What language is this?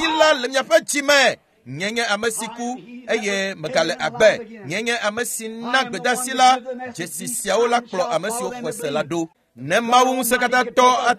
Ewe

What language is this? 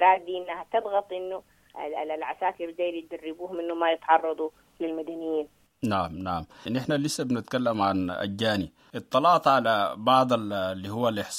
Sudanese Arabic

